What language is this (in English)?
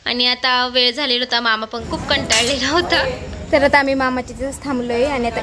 Marathi